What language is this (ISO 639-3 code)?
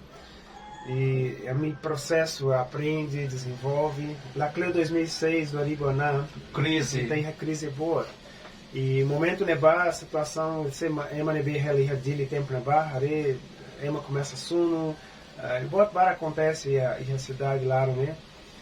tet